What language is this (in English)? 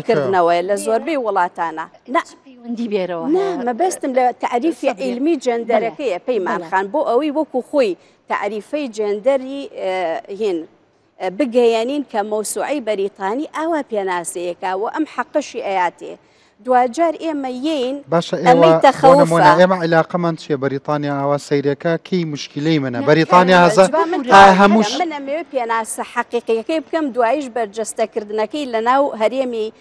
Central Kurdish